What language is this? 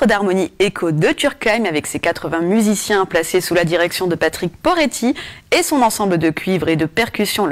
French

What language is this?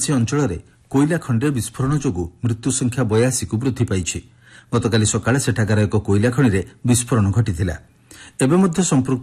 Odia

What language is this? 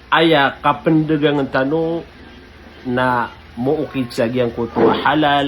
Maranao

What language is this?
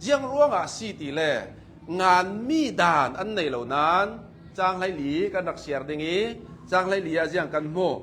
Hakha Chin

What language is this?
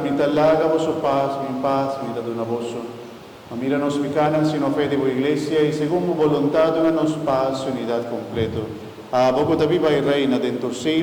Papiamento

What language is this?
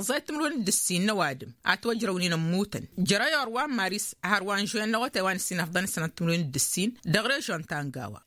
Tamasheq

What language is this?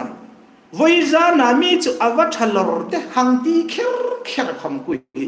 Hmar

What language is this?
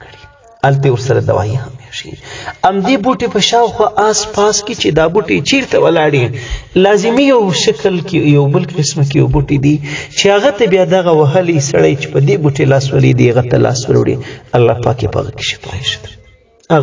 Pashto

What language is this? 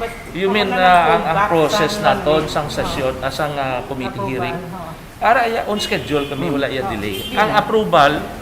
Hiligaynon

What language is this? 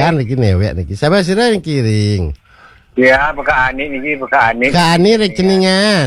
Balinese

